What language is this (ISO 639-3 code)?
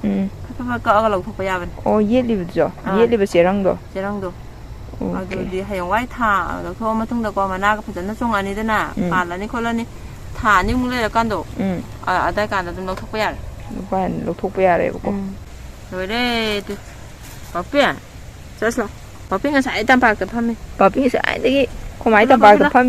mni